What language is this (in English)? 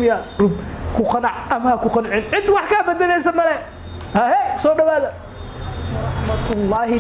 Somali